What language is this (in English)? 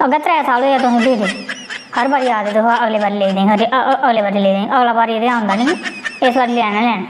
Dogri